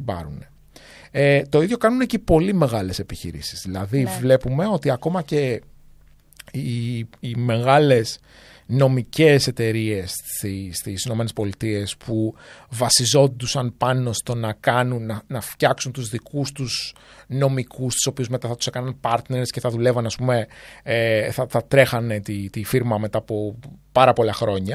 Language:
Greek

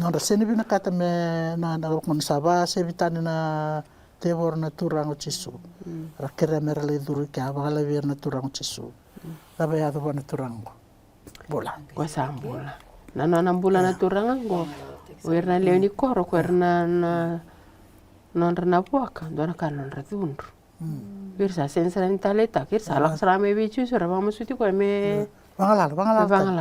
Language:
Fijian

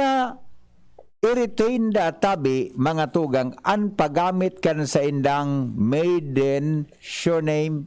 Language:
Bikol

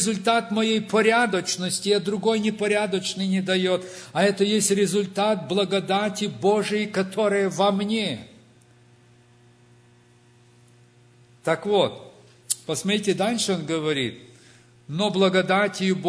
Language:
Russian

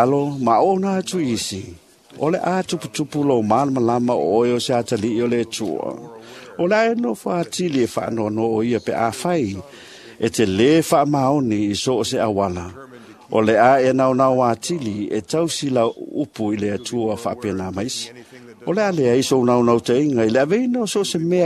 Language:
Samoan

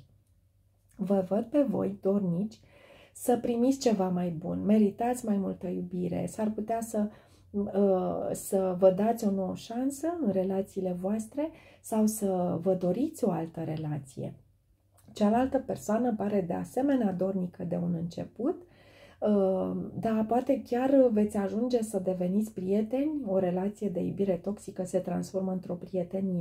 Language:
Romanian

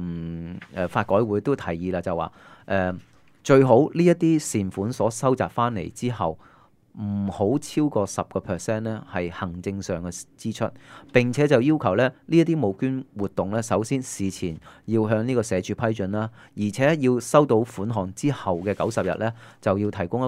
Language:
Cantonese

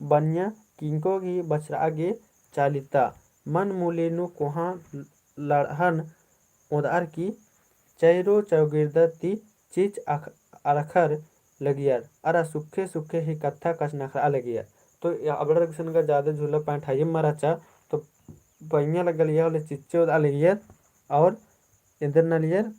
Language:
Kurukh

